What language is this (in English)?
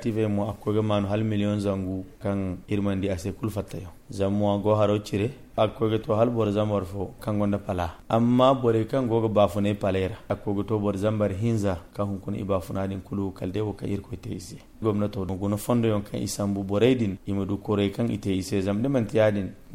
Zarma